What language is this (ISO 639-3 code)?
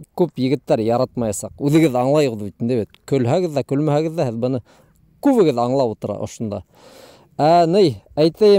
bak